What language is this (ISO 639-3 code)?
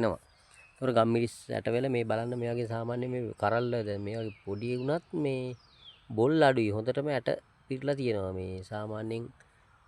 sin